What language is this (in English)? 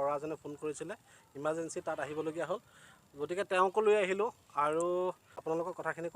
Assamese